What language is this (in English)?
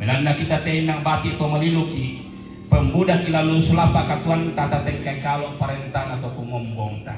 Toraja-Sa'dan